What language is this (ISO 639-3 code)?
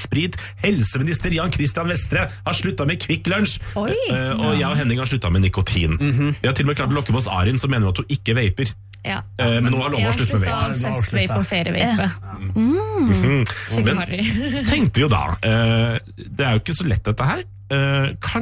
nor